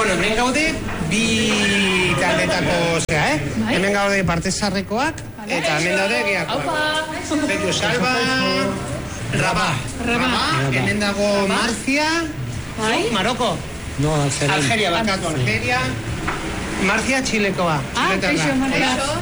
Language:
Basque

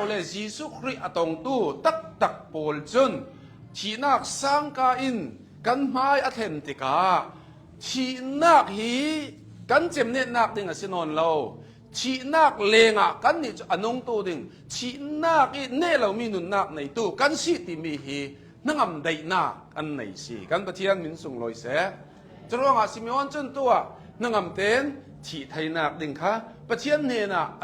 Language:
Hakha Chin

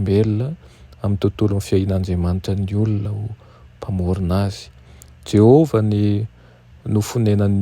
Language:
Malagasy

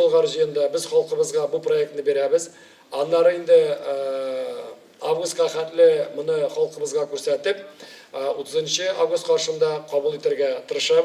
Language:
Tatar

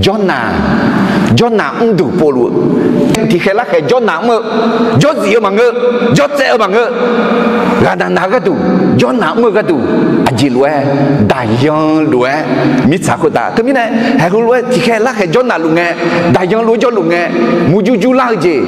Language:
Akha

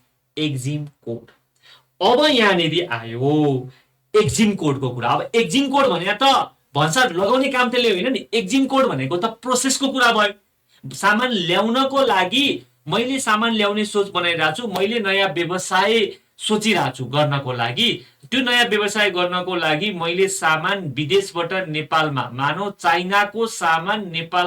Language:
Nepali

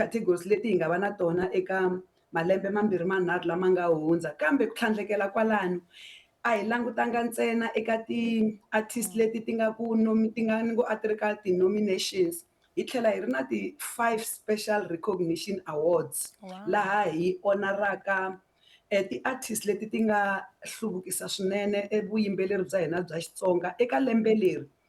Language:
Tsonga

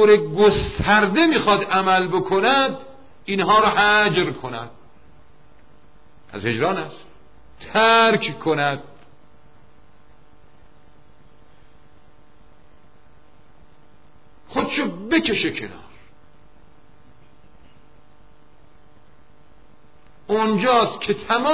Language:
Persian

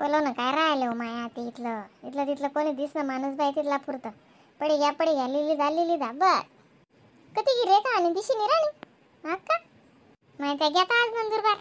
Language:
Khandesi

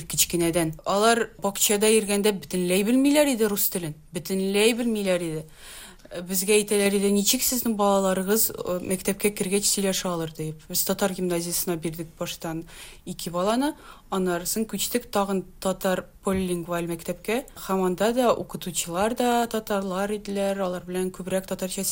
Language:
Tatar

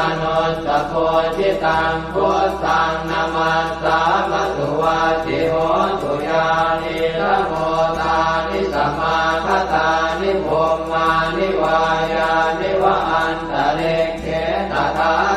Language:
Pali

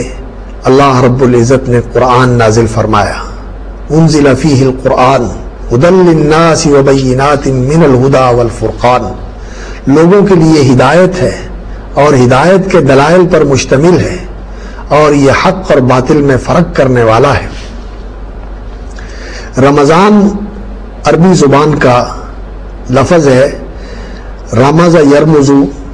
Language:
Urdu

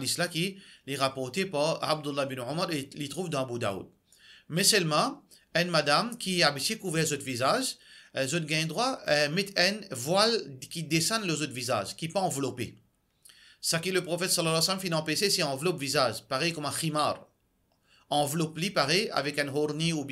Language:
Morisyen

